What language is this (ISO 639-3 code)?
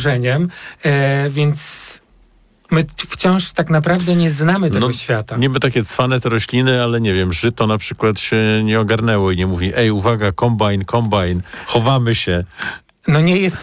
pol